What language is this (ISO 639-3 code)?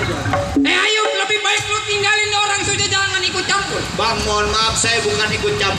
bew